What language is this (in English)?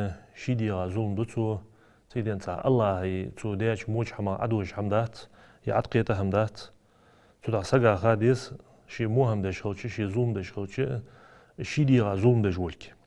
Ingush